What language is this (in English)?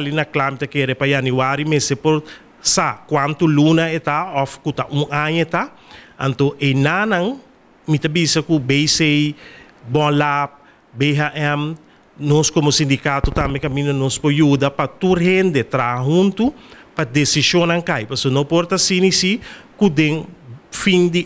Papiamento